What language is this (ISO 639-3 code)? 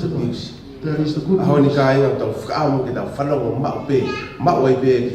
ton